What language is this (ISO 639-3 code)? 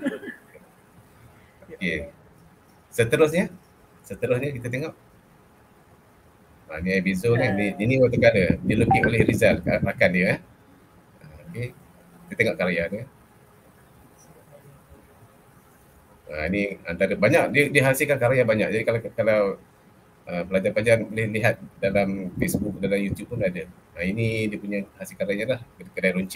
msa